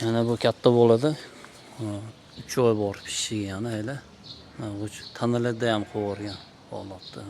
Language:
Uzbek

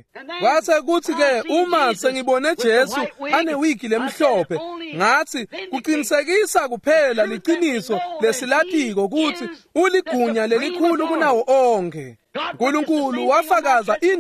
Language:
Swati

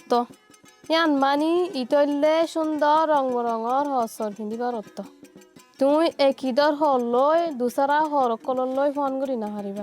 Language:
Rohingya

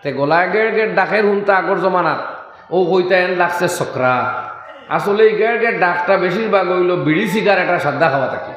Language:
Sylheti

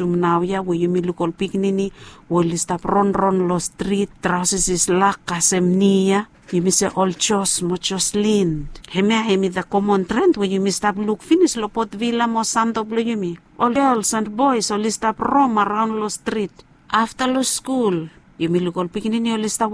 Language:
Bislama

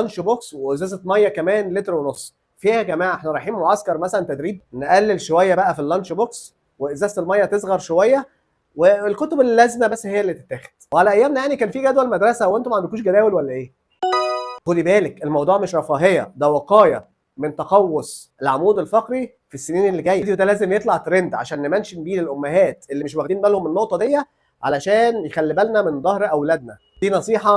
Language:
Egyptian Arabic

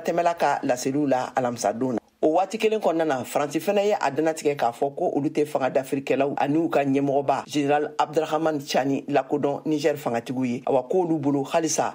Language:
Bambara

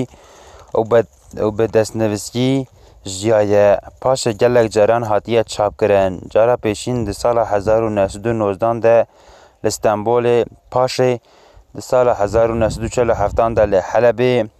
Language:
Kurdish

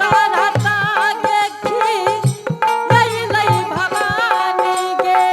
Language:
Angika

